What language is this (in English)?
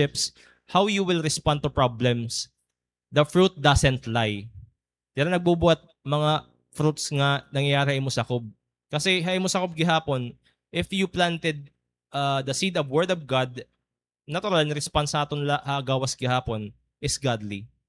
Waray